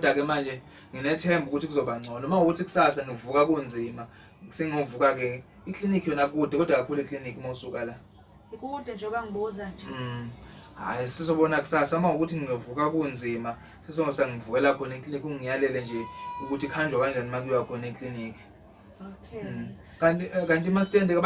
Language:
Zulu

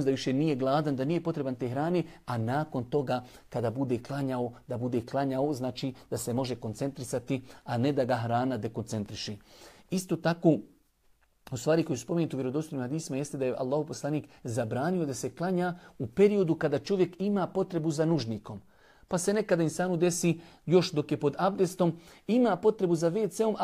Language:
Bosnian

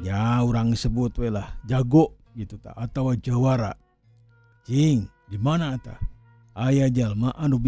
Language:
Sundanese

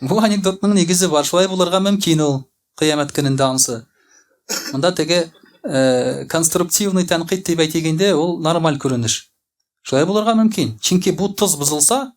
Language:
Tatar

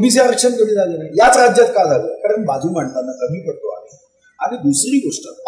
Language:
Marathi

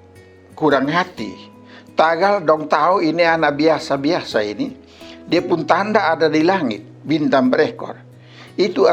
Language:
Kupang Malay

